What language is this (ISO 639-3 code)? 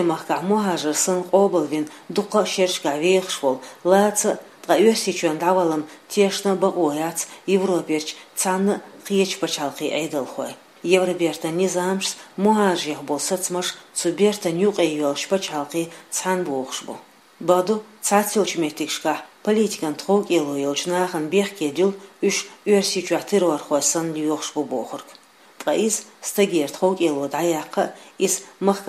che